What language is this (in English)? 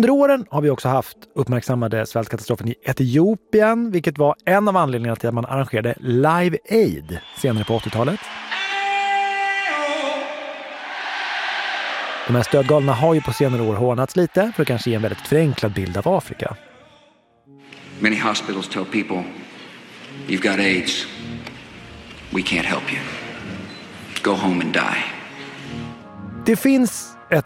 Swedish